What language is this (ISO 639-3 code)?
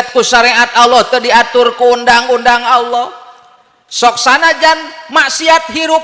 sun